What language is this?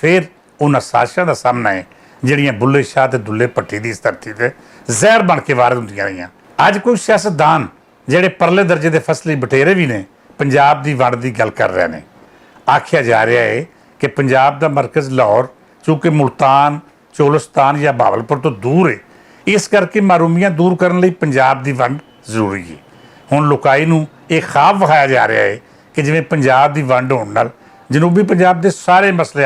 Western Panjabi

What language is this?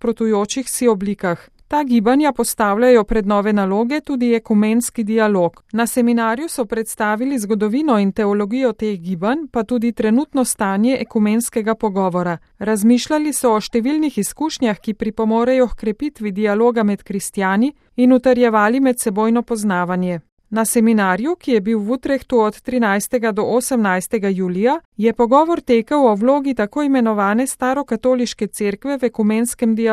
Slovenian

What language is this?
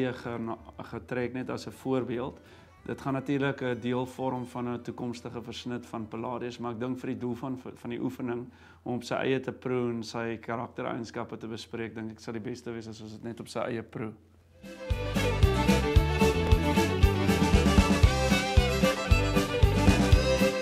Afrikaans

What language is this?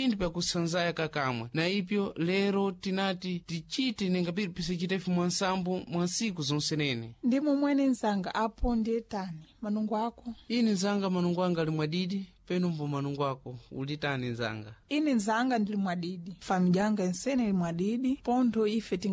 Sena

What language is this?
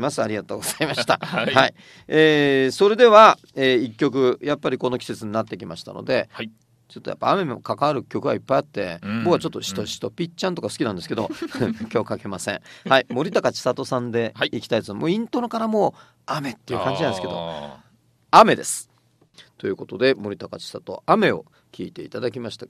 Japanese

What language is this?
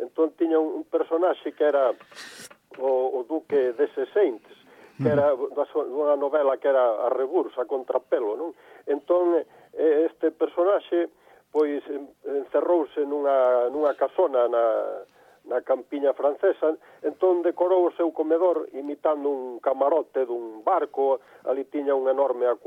Galician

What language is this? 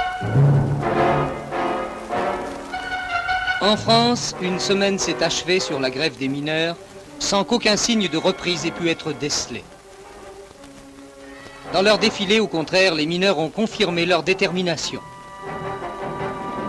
French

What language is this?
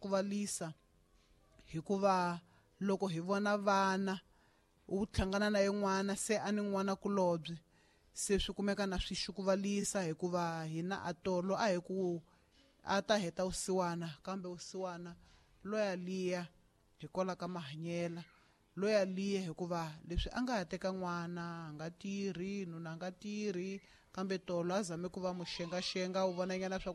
Tsonga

